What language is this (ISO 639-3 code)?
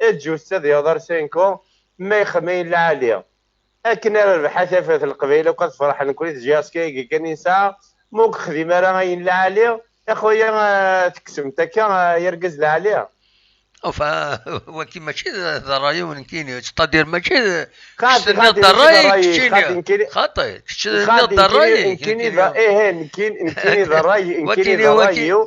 kab